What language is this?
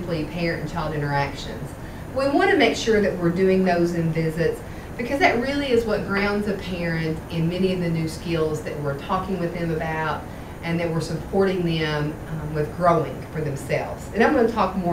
English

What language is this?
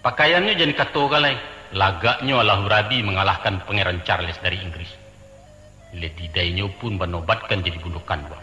Minangkabau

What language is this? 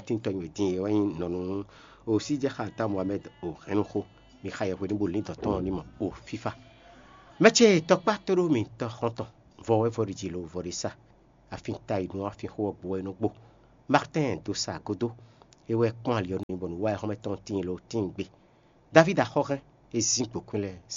Fon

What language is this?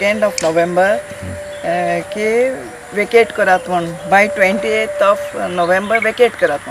Konkani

